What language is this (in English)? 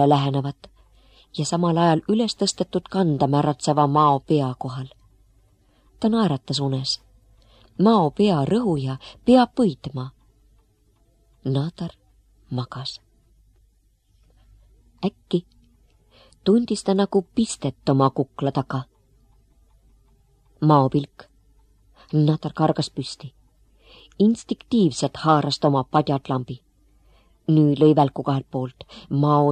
Estonian